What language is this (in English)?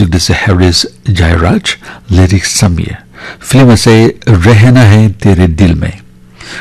Naga Pidgin